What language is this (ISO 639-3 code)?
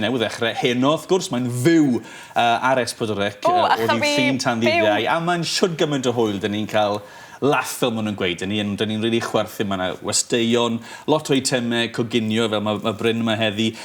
cym